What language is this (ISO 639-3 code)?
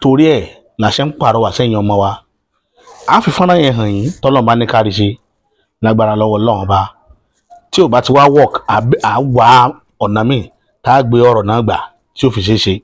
yor